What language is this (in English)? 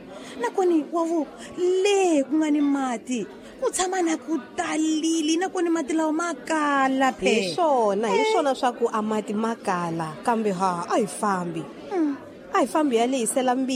Tsonga